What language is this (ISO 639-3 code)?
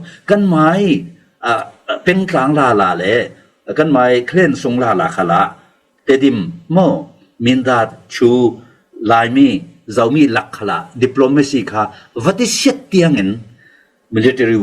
cfm